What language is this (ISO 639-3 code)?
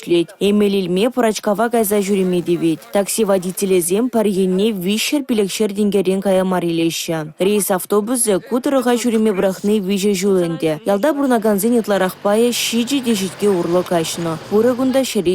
chv